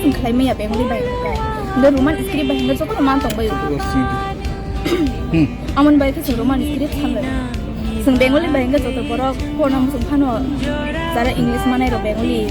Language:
Kok Borok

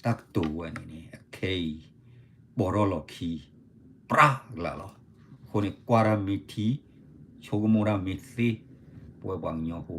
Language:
S'gaw Karen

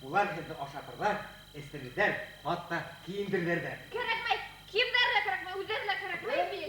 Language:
Bashkir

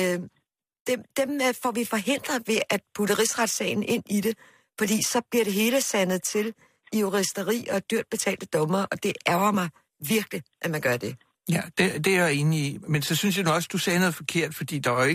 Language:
Danish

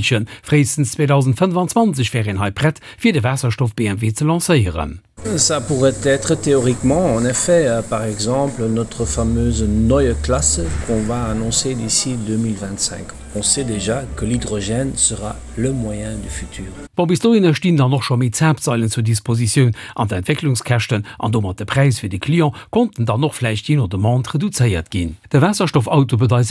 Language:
Luxembourgish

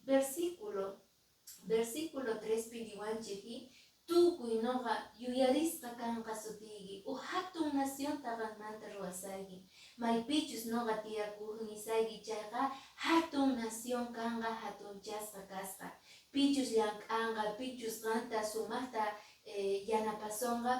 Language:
Quechua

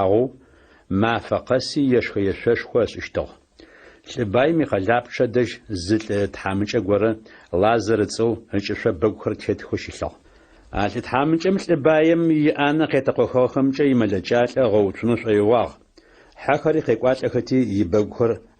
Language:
Adyghe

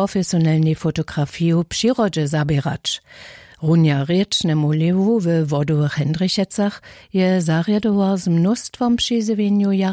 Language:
Upper Sorbian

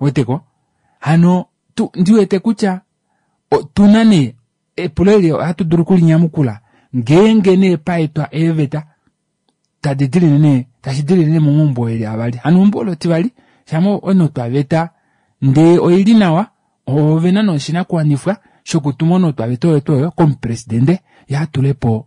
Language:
Kuanyama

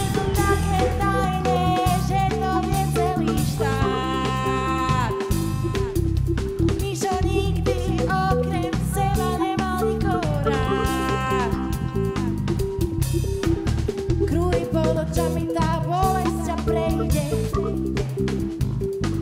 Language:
Slovak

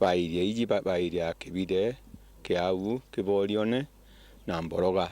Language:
Meru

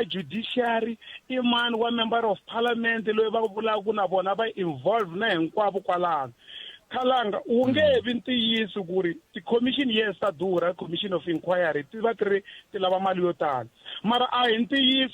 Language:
Tsonga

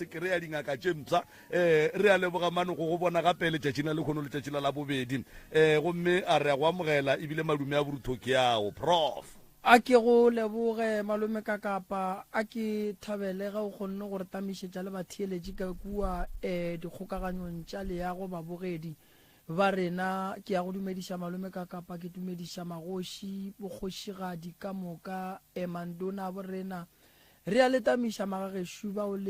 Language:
Northern Sotho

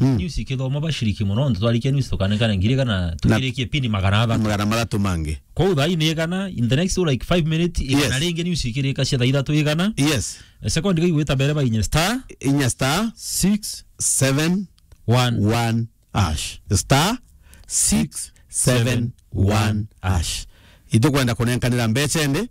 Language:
Meru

